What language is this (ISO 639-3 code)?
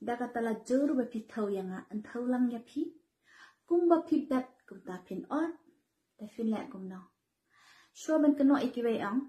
kha